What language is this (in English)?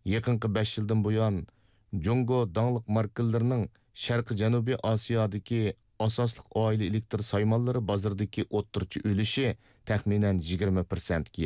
Uyghur